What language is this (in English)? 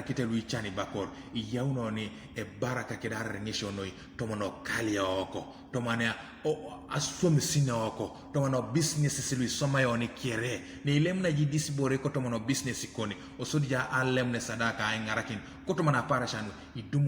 Teso